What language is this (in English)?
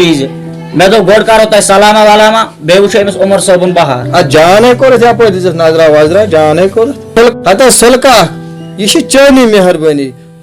Kashmiri